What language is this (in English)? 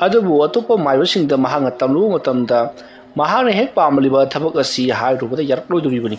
Manipuri